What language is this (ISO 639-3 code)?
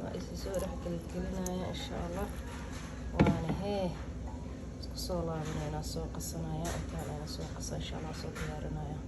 som